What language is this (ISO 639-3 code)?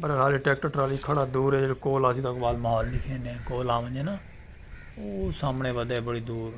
skr